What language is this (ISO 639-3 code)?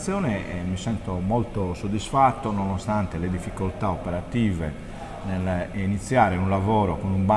ita